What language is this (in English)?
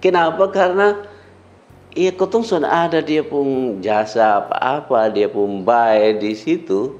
Kupang Malay